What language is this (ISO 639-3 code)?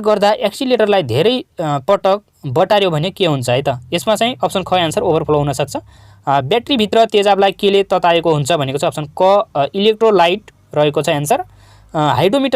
nep